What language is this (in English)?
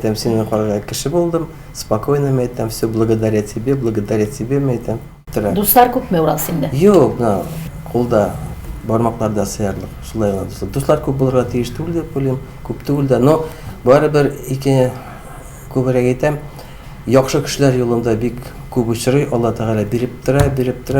Tatar